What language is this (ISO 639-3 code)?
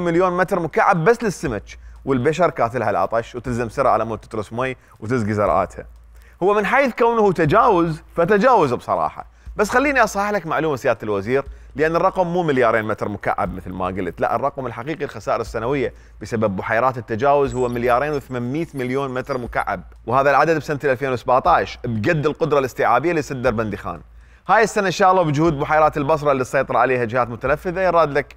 acm